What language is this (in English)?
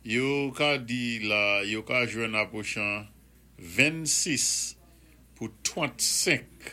Saint Lucian Creole French